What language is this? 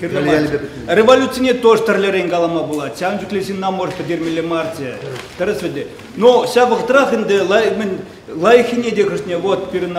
Chuvash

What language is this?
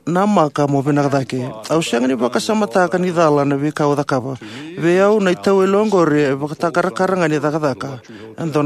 Fijian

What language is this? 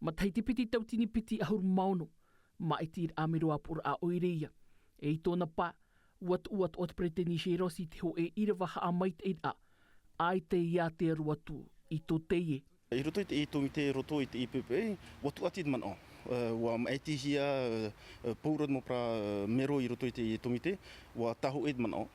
Tahitian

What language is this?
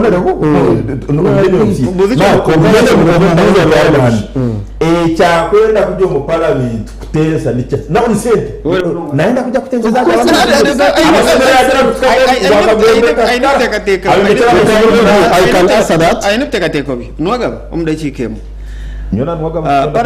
Nyankole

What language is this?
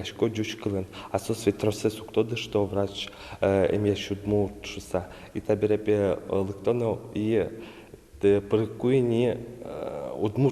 Udmurt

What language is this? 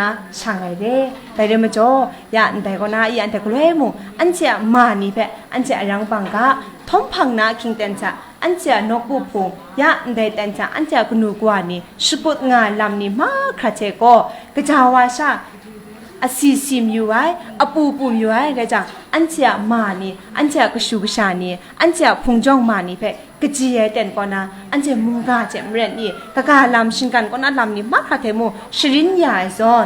Kachin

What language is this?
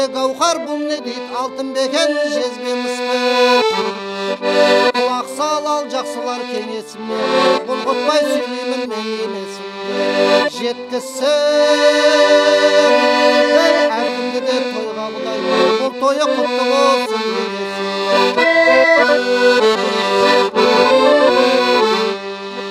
Kazakh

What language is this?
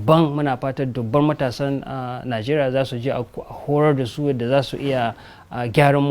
Hausa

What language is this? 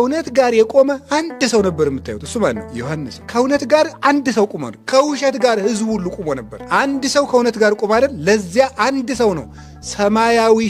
Amharic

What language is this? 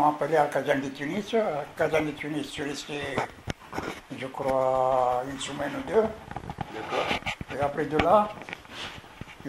French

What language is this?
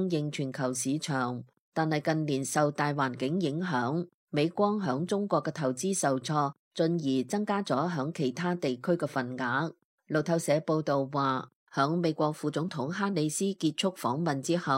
Cantonese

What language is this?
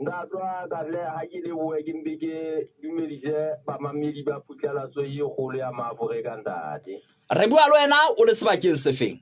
Southern Sotho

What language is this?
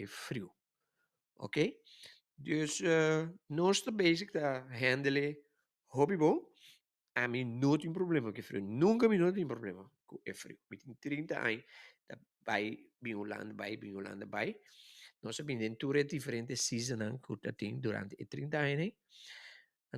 Papiamento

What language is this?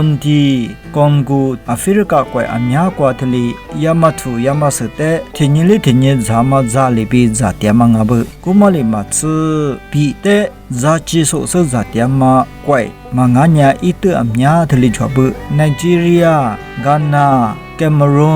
Lisu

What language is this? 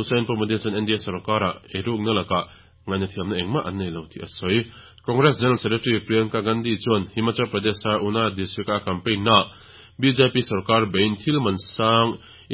Mizo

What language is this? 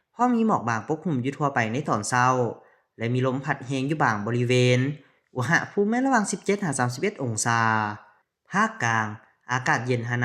Lao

